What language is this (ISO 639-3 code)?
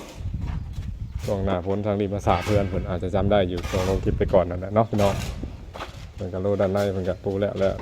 lao